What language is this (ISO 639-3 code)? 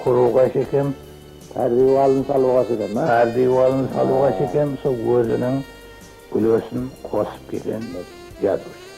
kaa